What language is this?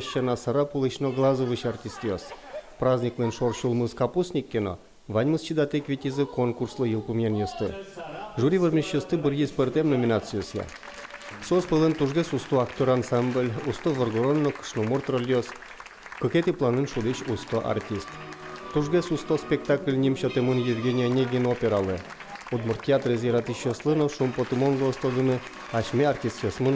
Udmurt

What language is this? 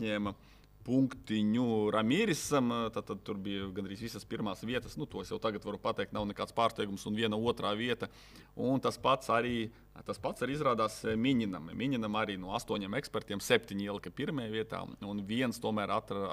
Latvian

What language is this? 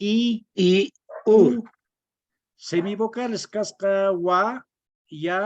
Quechua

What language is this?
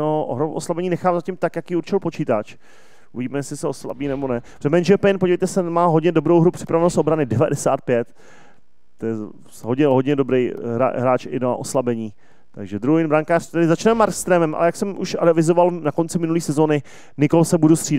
Czech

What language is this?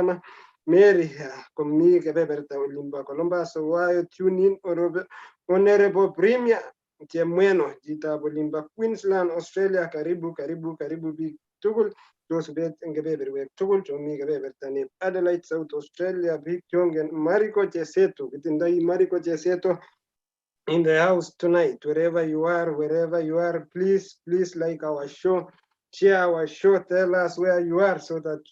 Kalenjin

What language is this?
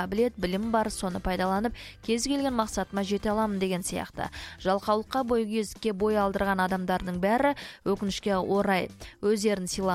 Kazakh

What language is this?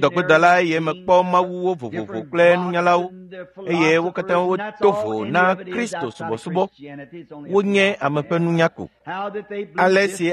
Ewe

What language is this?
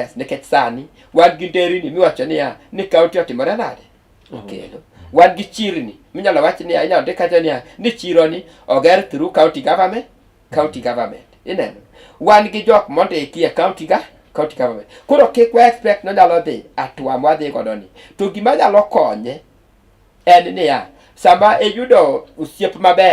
Luo (Kenya and Tanzania)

